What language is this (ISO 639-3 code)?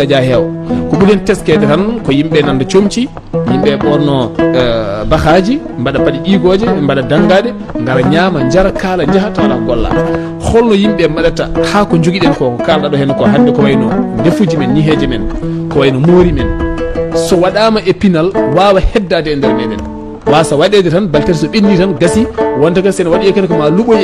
ful